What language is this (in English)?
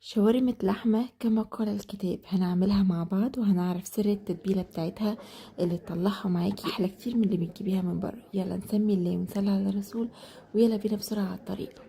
Egyptian Arabic